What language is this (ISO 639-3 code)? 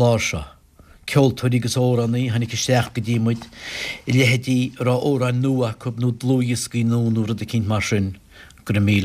gle